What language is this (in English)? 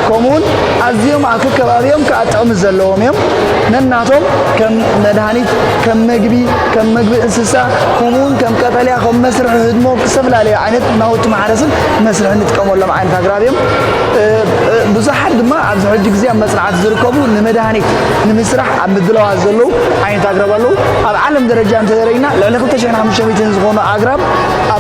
Tigrinya